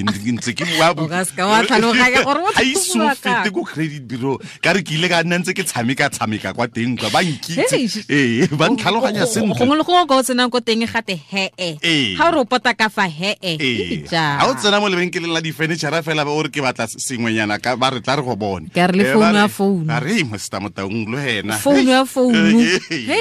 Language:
Tswana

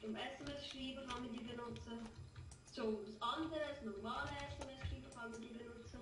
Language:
Swiss German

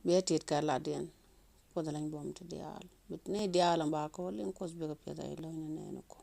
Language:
Nuer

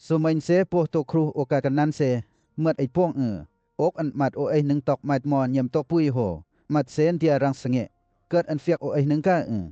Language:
Western Lawa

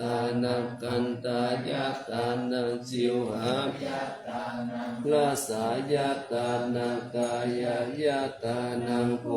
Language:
Pali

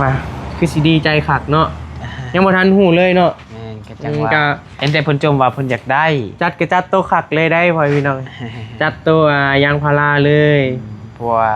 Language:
Northeastern Thai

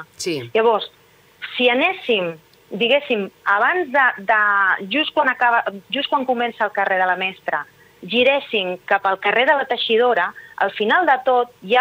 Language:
Catalan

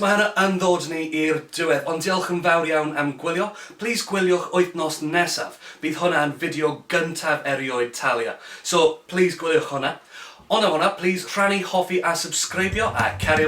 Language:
Welsh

